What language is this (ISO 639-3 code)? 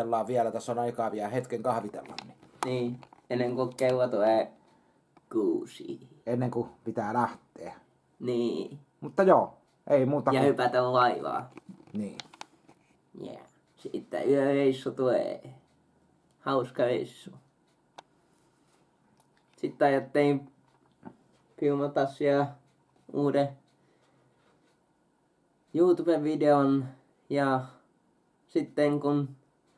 fin